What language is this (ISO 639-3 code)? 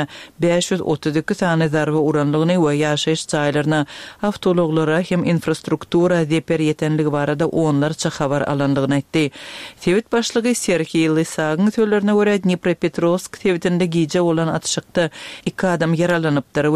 tuk